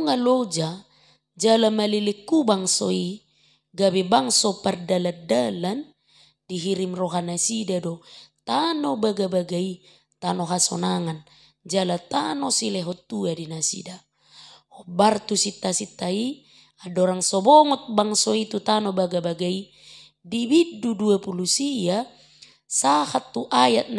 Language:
Batak Toba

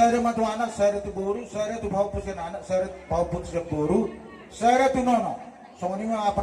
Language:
Batak Toba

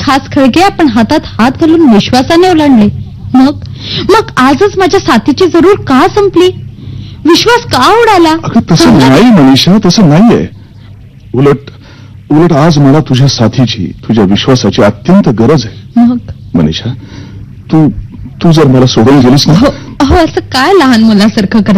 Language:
Marathi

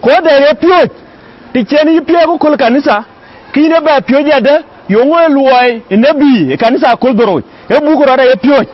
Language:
Dinka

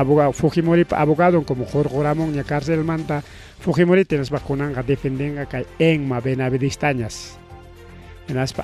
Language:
Ayacucho Quechua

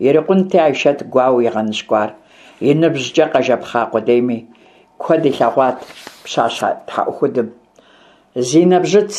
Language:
Kabardian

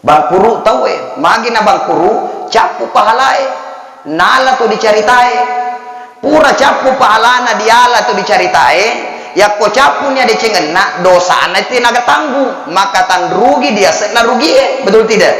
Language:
Buginese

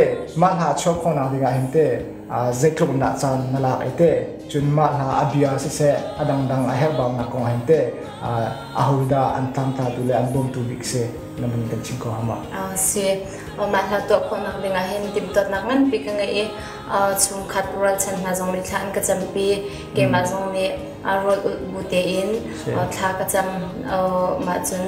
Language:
Hakha Chin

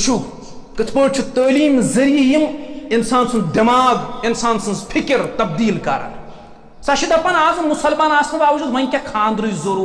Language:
Kashmiri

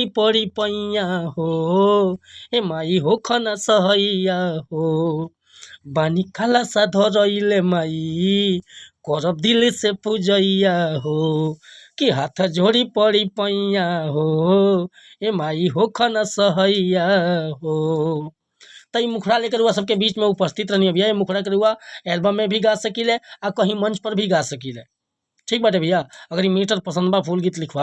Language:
Bhojpuri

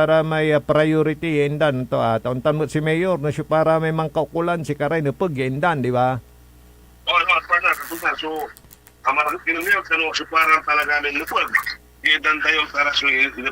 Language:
Pangasinan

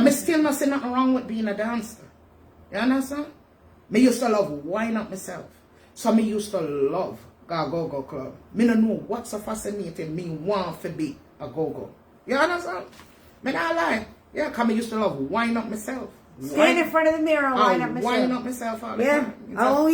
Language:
Jamaican Creole English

